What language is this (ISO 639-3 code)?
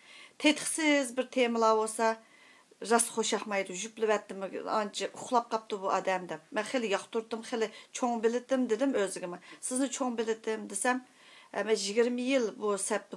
uig